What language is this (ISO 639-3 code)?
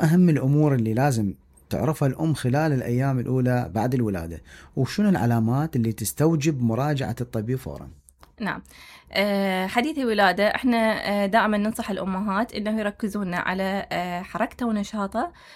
acm